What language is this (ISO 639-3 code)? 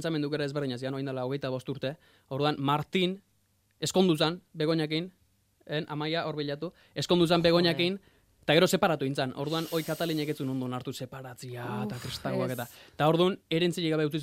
eus